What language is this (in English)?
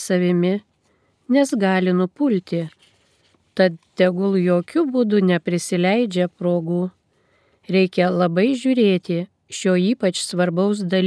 Lithuanian